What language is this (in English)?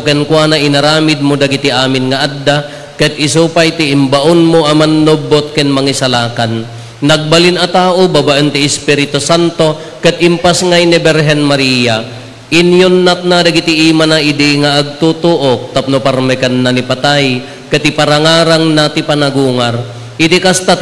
Iloko